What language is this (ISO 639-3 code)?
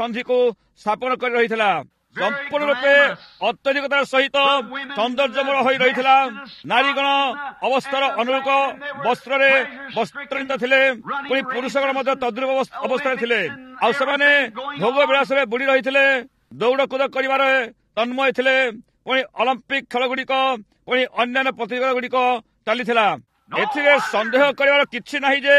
ori